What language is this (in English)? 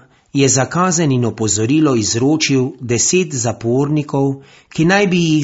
Slovenian